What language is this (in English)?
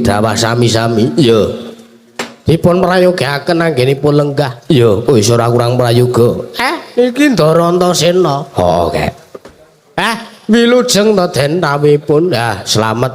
Javanese